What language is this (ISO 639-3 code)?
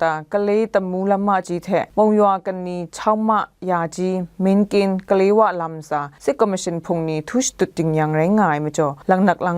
kac